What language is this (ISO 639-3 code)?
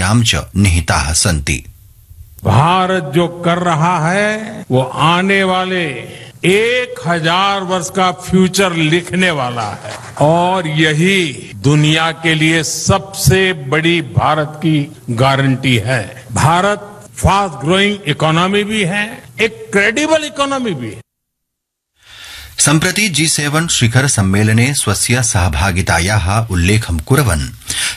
mal